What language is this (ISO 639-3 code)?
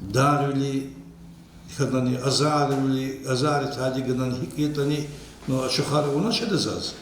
lez